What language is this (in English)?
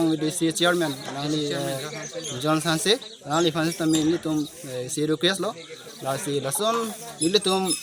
Karbi